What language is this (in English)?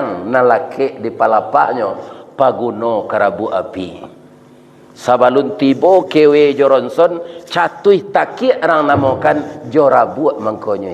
Minangkabau